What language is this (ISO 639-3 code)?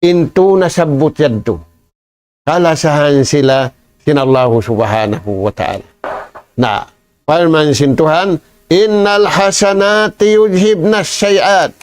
tsg